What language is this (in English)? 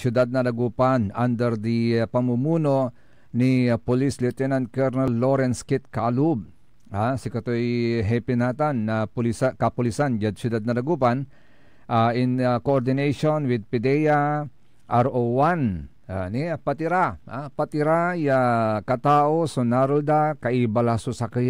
Pangasinan